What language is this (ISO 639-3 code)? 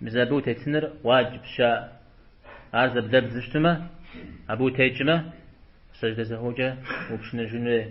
kbd